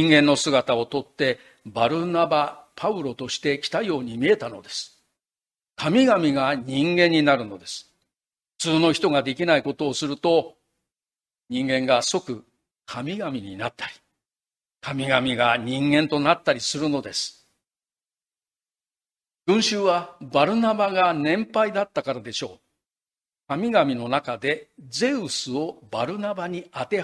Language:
Japanese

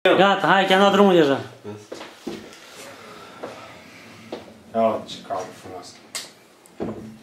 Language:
Romanian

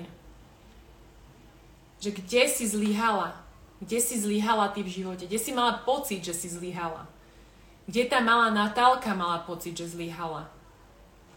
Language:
Slovak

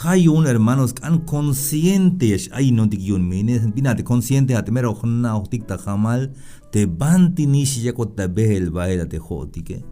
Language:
Tzeltal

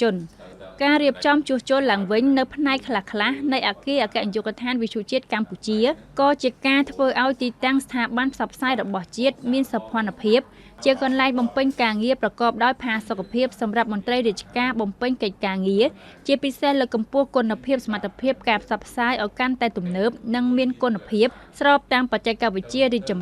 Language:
Khmer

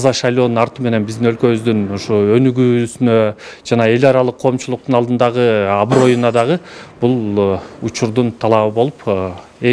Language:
Kyrgyz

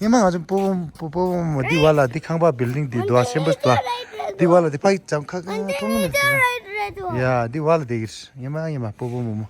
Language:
Tibetan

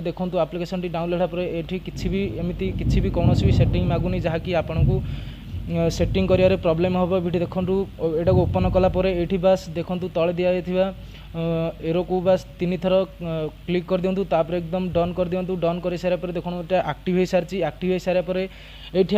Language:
Odia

